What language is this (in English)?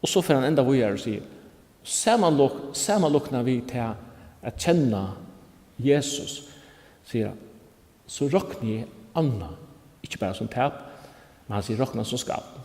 Faroese